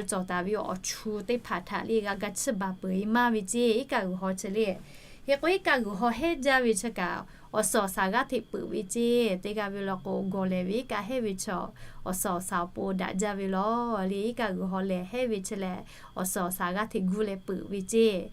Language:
Lahu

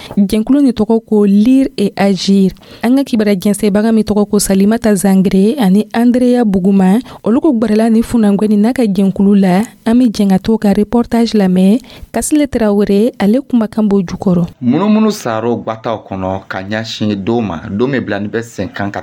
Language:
Dyula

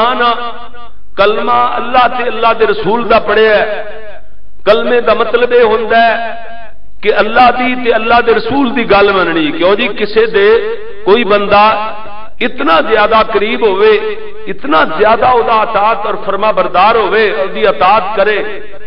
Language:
Western Panjabi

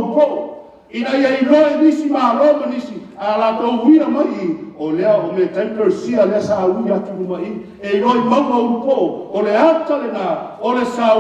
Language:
Samoan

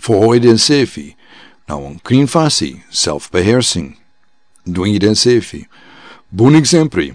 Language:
Sranan Tongo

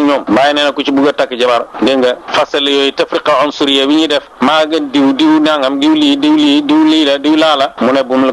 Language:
Wolof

